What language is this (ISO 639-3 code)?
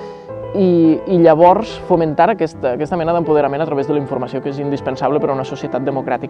cat